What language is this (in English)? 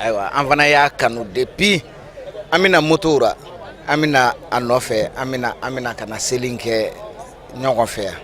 Bambara